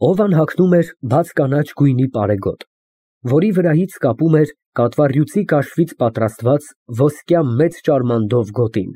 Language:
Armenian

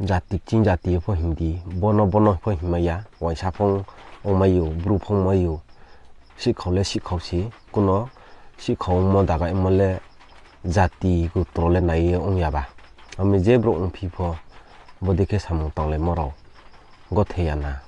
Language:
Riang (India)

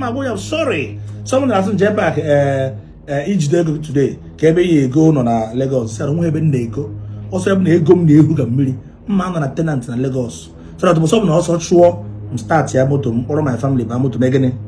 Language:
Igbo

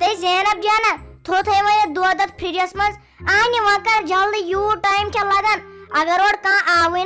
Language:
Kashmiri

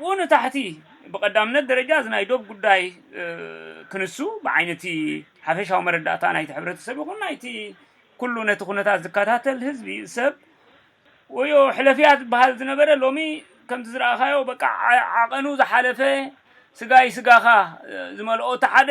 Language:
Tigrinya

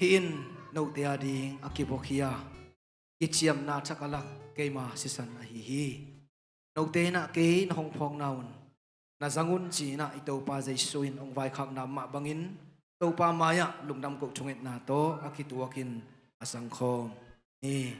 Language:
Tedim Chin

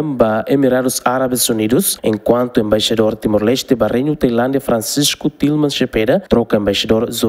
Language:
Tetum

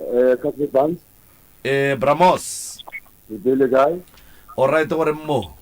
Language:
Northern Sotho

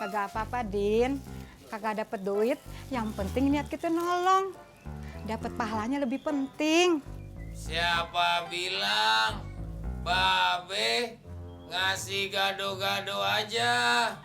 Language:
Betawi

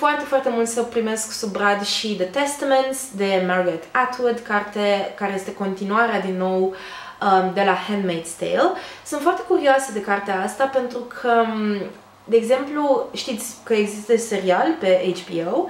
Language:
Romanian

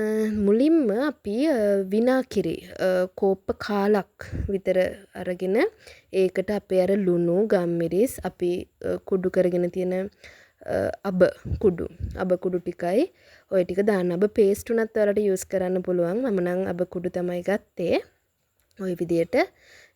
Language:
Sinhala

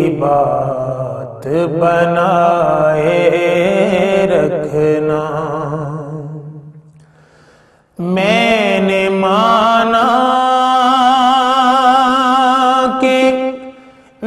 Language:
Urdu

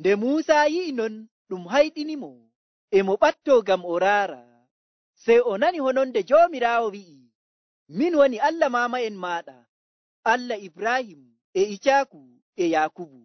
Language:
Nigerian Fulfulde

